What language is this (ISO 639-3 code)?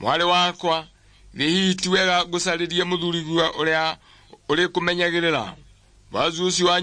kik